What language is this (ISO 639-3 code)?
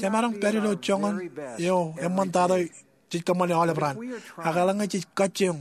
mah